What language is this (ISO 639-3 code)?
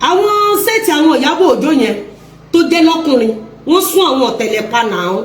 yor